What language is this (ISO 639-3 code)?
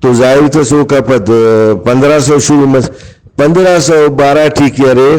brh